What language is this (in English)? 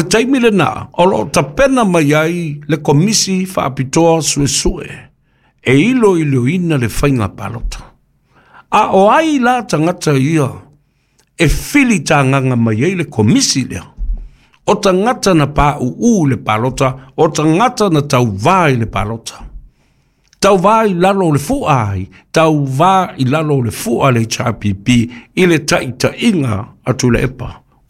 Samoan